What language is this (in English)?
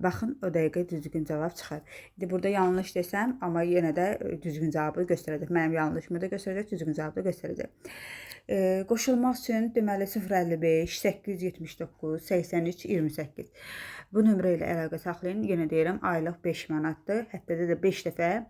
Azerbaijani